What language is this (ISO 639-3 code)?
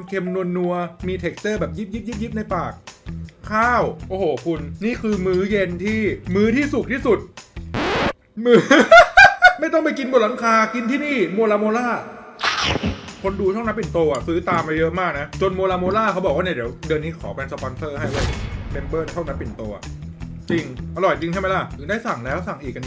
tha